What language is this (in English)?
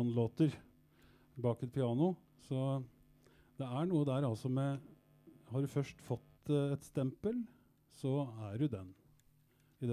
Norwegian